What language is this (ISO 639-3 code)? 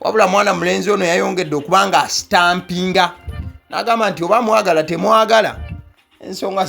lug